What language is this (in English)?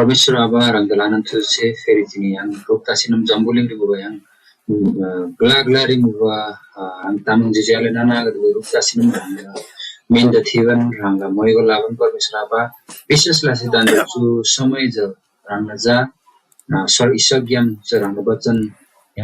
Eastern Tamang